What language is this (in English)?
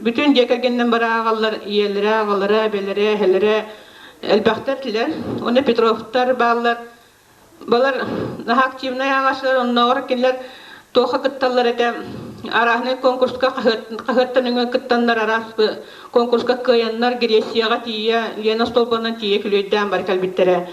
Yakut